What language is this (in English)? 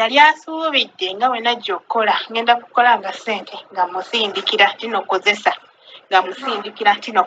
Ganda